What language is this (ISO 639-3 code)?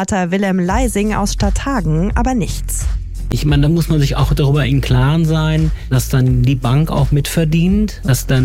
deu